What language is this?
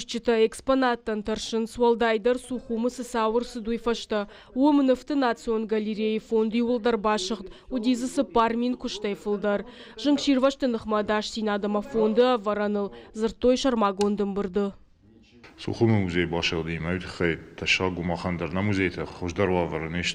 Ossetic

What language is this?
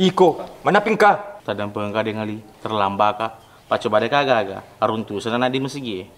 Buginese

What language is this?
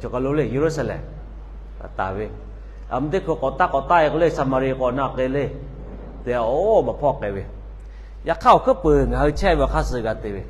Lahu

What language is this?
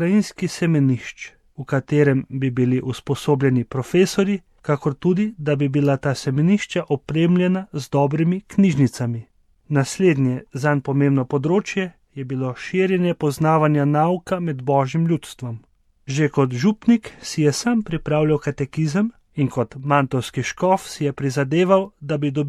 Slovenian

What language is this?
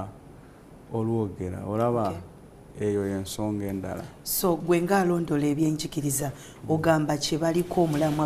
Ganda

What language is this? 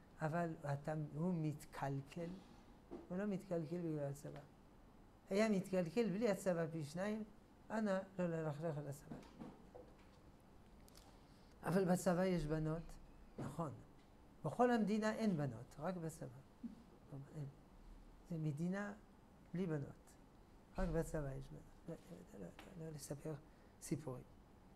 Hebrew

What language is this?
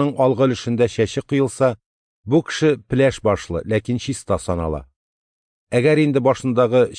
Tatar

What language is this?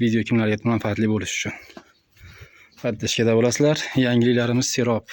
Uzbek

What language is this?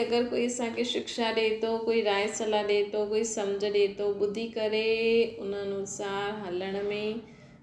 Sindhi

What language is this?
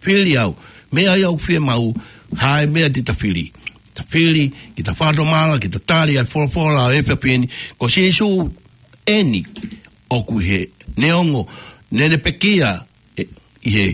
Tongan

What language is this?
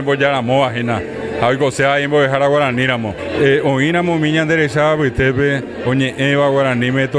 Guarani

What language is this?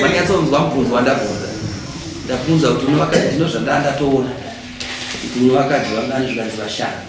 Shona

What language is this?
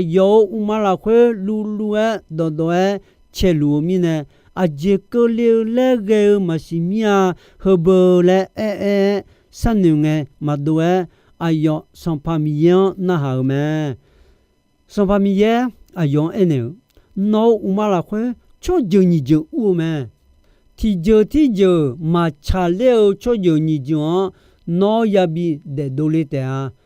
Akha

